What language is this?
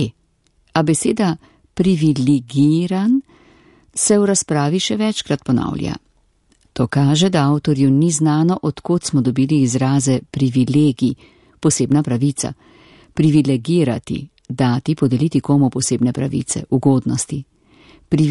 Slovenian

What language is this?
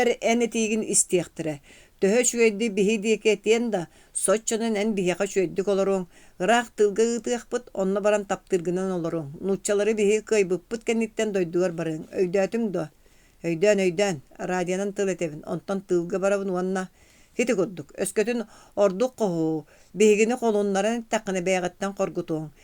Yakut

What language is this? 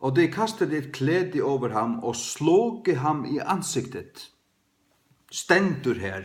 Faroese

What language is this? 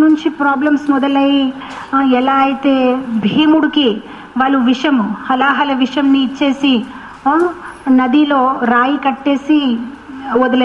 Telugu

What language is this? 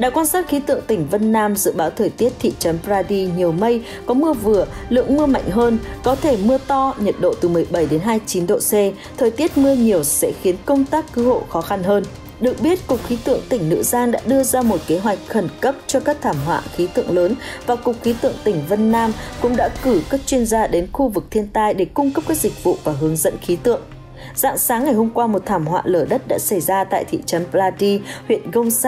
Vietnamese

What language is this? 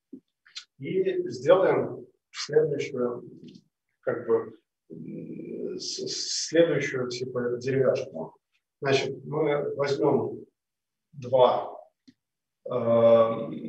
Russian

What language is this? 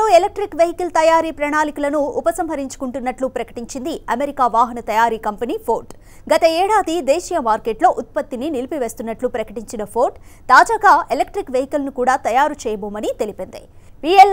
Telugu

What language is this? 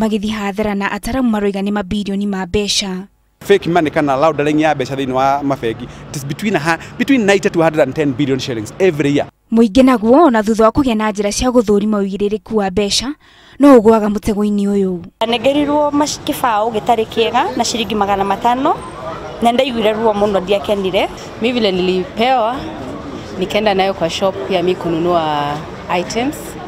Kikuyu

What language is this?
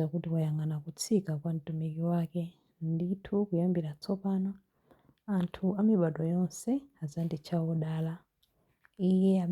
Nyanja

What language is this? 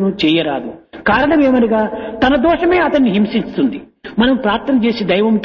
Telugu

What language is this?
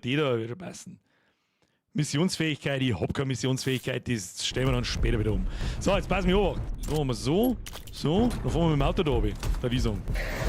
Bavarian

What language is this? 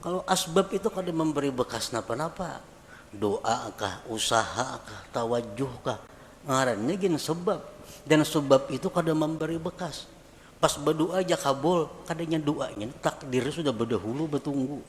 Banjar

